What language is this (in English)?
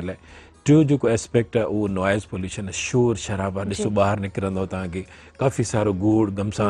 Sindhi